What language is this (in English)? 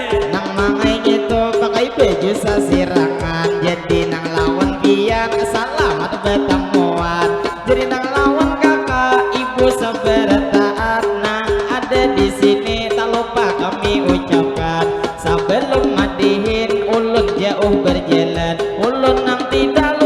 Banjar